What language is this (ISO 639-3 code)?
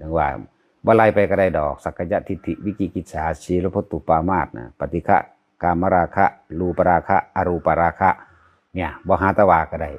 tts